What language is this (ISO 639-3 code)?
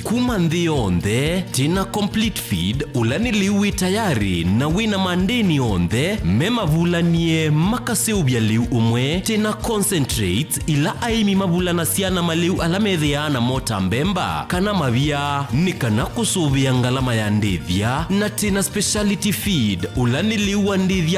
kam